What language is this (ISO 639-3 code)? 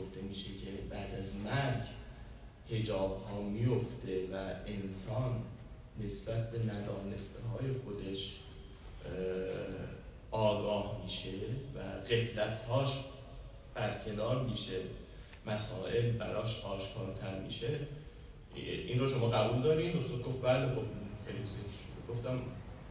fas